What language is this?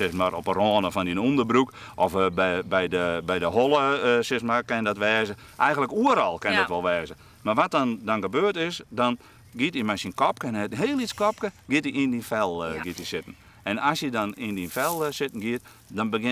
Western Frisian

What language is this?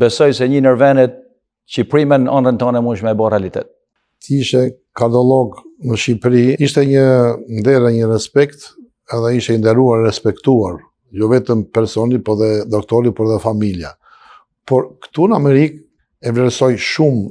Albanian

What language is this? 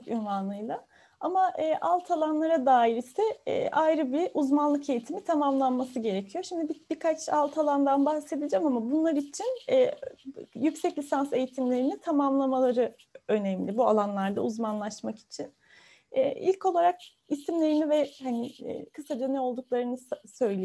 Turkish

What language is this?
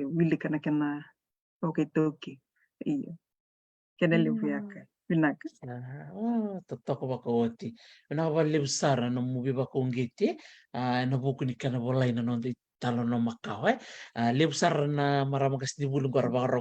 Fijian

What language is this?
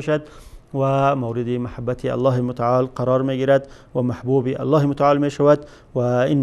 Tajik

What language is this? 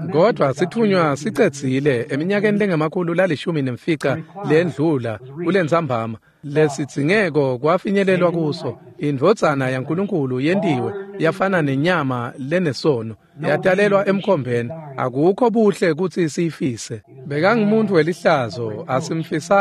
Swati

